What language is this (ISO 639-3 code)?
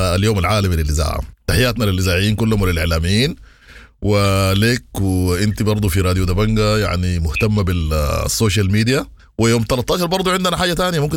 apd